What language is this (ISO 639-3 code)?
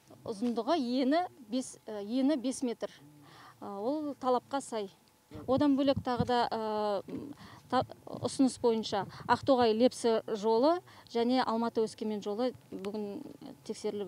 kaz